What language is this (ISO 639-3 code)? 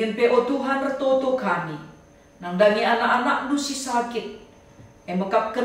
btx